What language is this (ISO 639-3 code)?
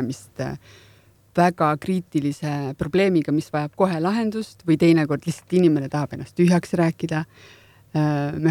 est